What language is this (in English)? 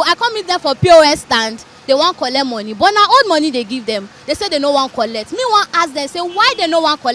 Nigerian Pidgin